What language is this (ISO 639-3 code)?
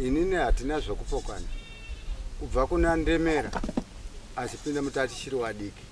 sna